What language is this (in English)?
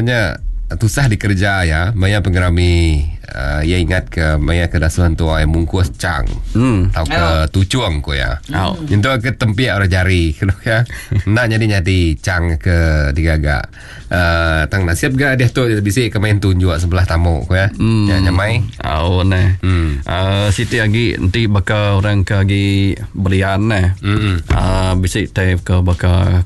Iban